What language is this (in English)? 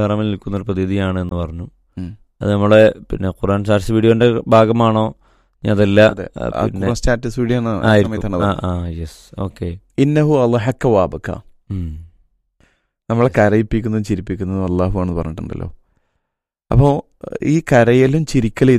Malayalam